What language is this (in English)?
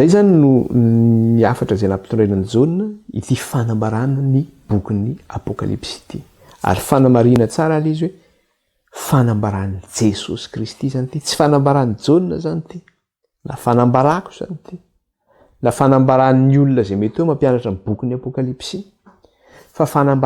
Malagasy